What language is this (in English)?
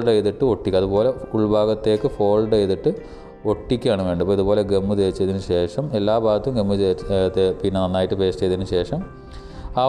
Malayalam